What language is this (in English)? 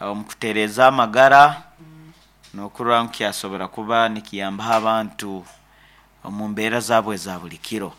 Nyankole